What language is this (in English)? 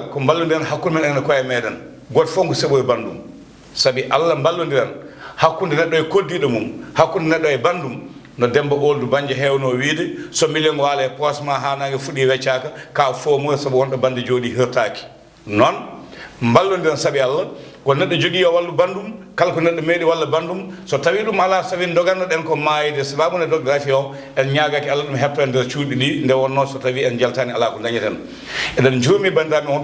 Fula